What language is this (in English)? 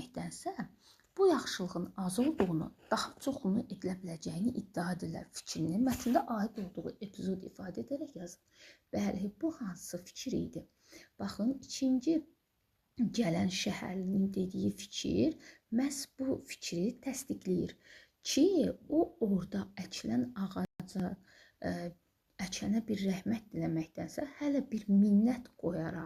Azerbaijani